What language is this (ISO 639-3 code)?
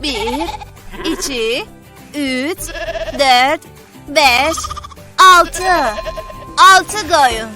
azb